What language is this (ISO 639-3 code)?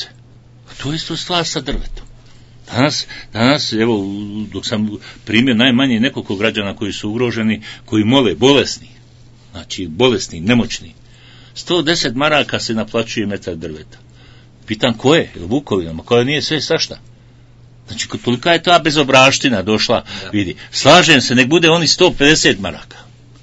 bos